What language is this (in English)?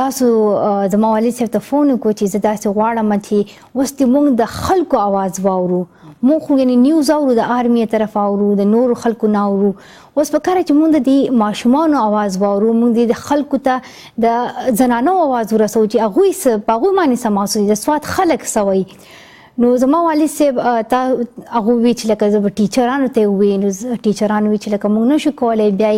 Pashto